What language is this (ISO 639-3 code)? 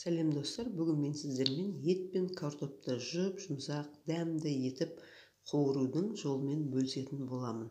kaz